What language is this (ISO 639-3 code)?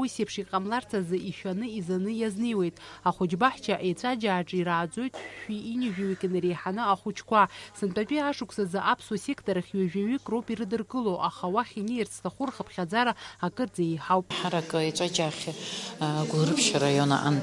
abk